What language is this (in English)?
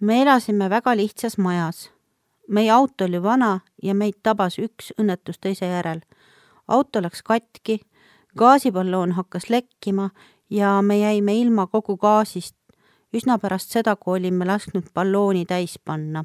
Estonian